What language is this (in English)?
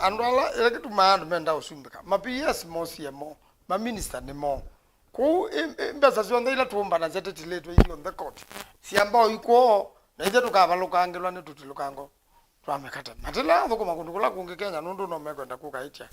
Kamba